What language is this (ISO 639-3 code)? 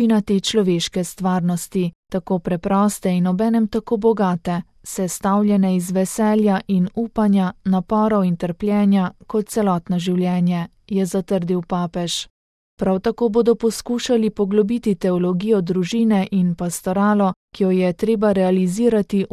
slv